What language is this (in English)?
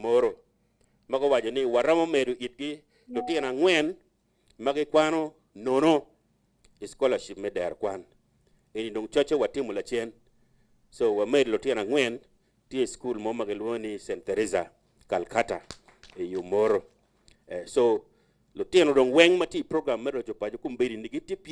Acoli